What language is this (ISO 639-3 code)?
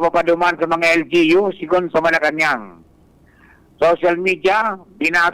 bik